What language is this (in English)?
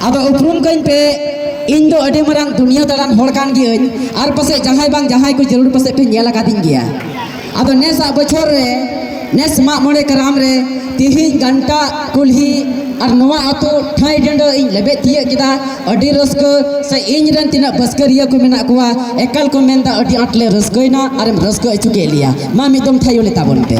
Santali